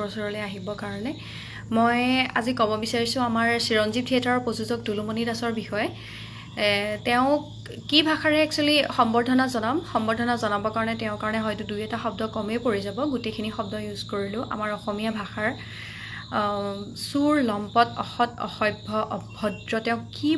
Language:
Assamese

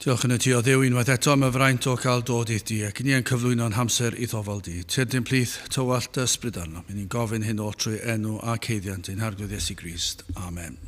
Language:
Welsh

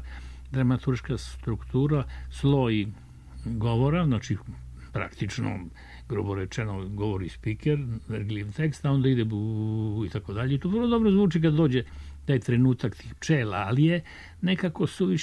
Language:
Serbian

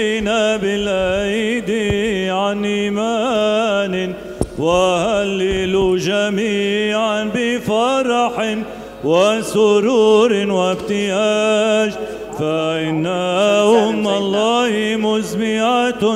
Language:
Arabic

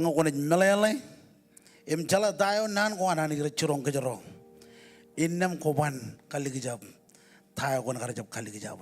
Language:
Marshallese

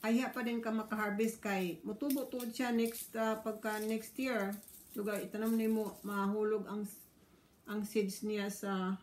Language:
Cebuano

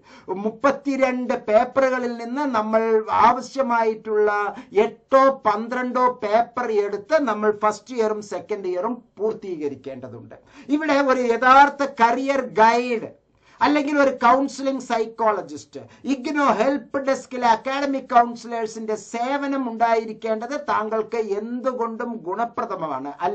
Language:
Malayalam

